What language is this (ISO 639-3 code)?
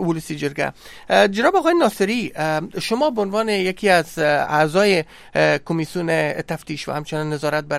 fas